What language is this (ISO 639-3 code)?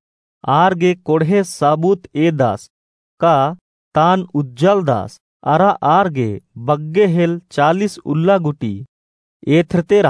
kru